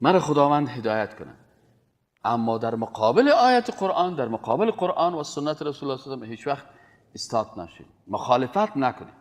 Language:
Persian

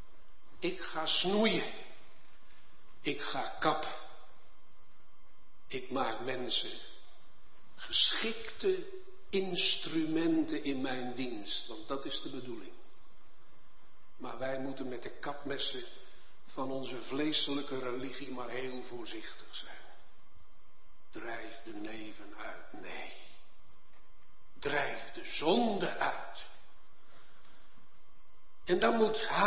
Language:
Dutch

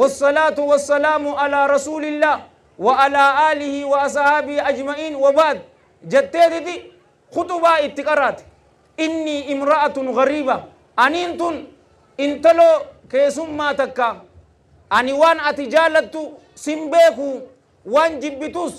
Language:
Oromo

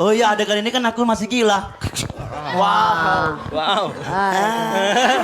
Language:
Musi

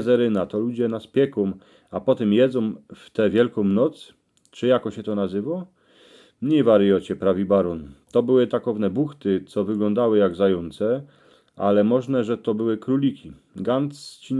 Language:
Silesian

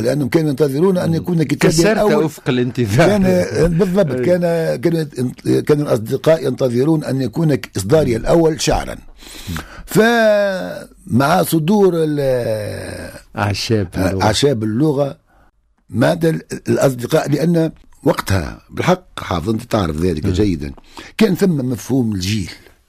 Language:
Tunisian Arabic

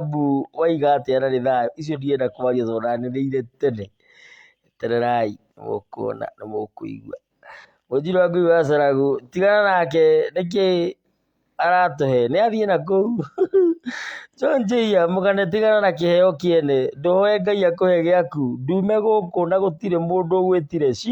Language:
Kikuyu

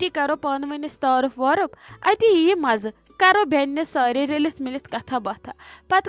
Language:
Kashmiri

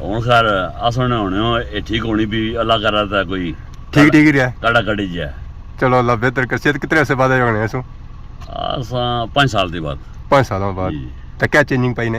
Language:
Pahari-Potwari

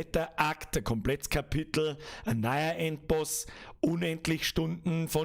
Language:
Bavarian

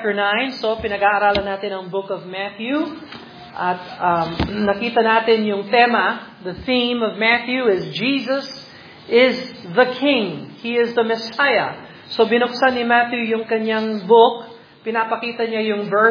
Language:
Filipino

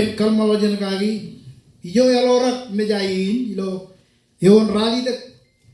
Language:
Marshallese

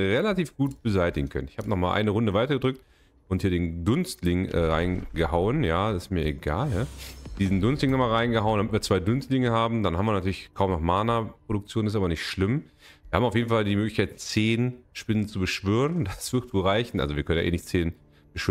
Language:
German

